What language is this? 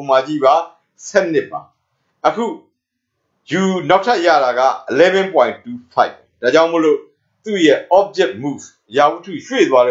Burmese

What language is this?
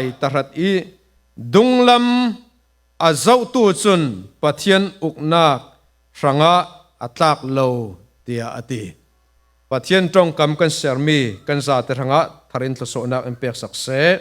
Falam Chin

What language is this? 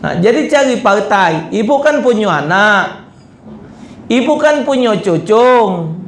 Musi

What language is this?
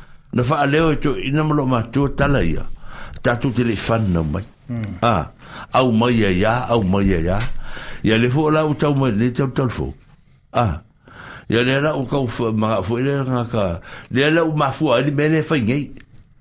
Samoan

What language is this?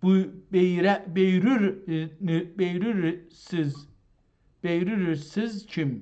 South Azerbaijani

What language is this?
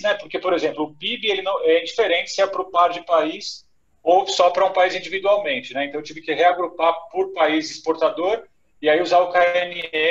Portuguese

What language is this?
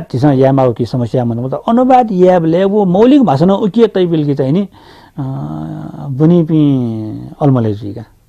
Newari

